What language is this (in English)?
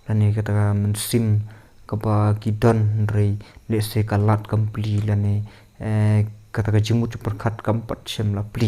Khasi